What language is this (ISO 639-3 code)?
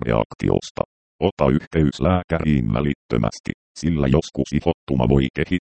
fin